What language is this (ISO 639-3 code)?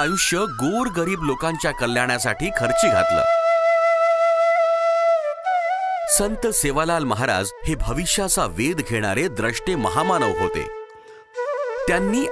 mar